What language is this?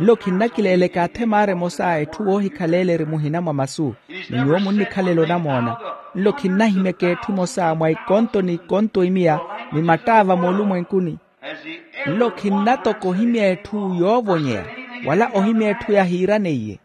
Makhuwa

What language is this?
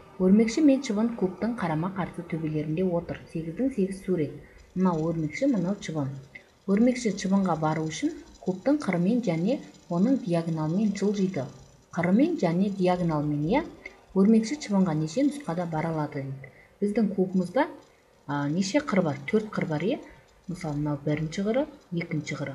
Kyrgyz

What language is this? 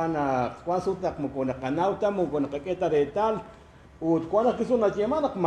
Kekchí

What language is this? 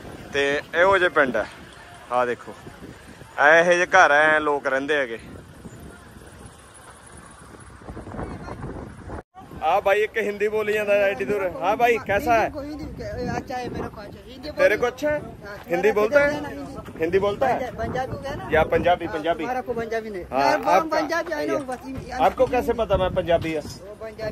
Punjabi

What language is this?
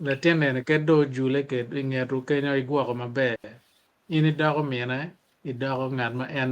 Acoli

